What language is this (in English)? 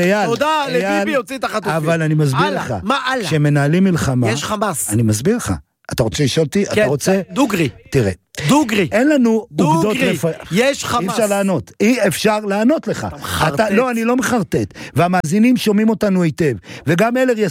Hebrew